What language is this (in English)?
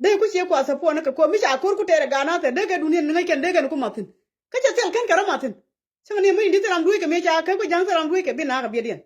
Nuer